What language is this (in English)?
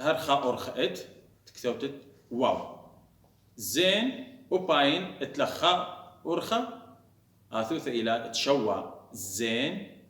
Assyrian Neo-Aramaic